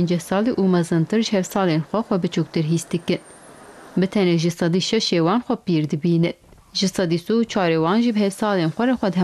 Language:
Kurdish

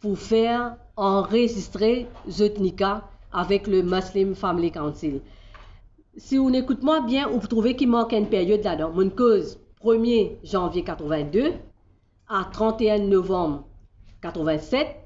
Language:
Morisyen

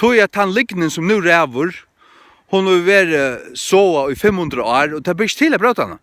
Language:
Faroese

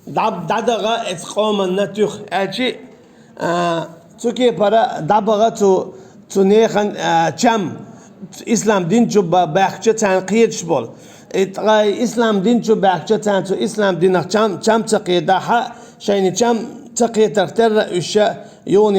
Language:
Chechen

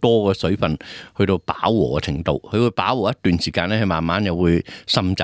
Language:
Cantonese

